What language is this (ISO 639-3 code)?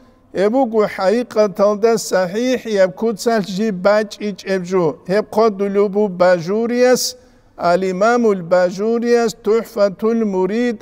ava